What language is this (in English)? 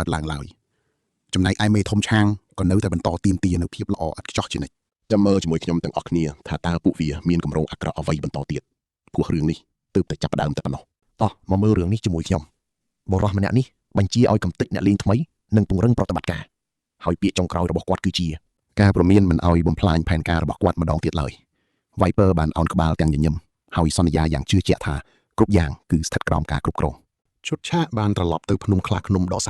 Khmer